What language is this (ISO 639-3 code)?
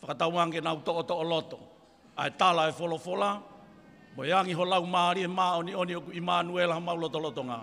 ton